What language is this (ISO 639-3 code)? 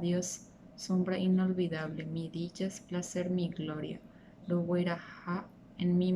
grn